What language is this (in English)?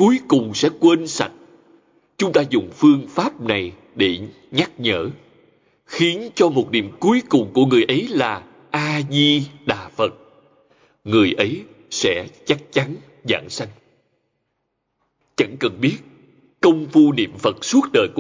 Vietnamese